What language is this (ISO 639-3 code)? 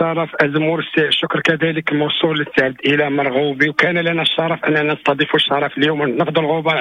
ary